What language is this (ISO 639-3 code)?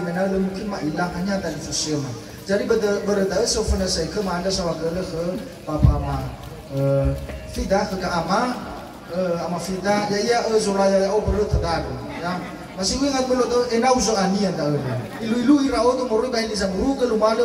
nia